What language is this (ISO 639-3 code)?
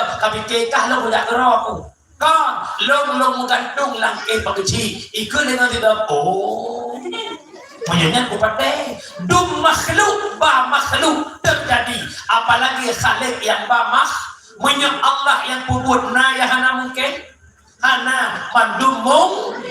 ace